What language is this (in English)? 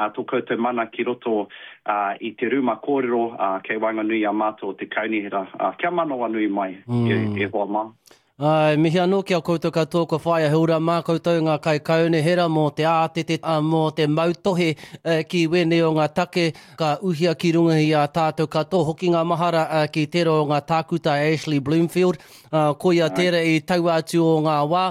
Māori